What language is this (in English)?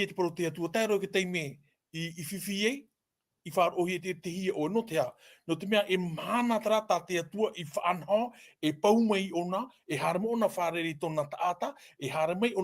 Tahitian